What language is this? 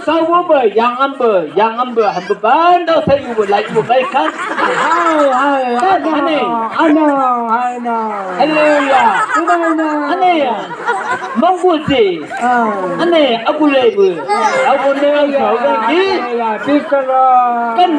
Chang Naga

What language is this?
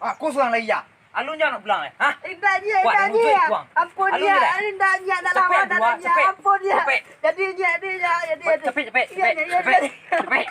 Minangkabau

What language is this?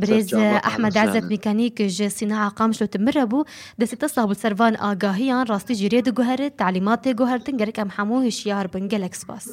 Kurdish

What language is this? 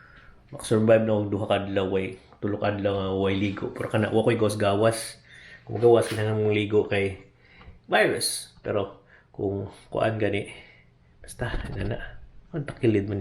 Cebuano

